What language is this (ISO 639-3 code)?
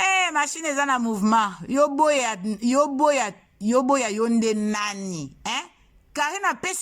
lin